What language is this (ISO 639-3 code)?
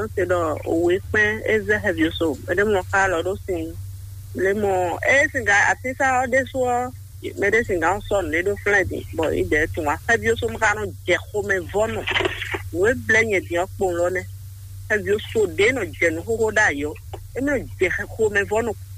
fon